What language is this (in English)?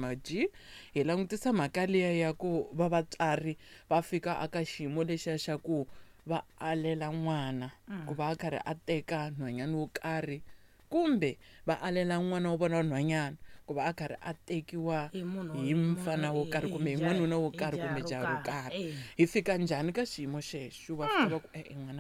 Tsonga